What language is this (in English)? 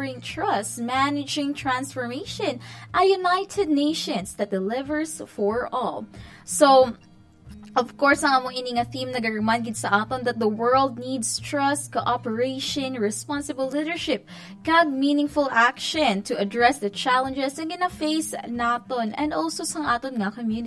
Hiligaynon